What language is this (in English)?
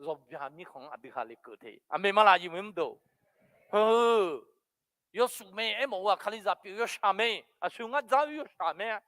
Akha